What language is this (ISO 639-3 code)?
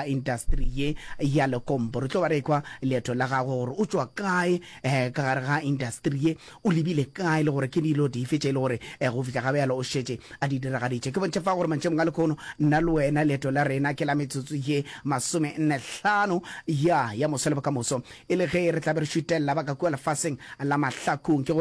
nso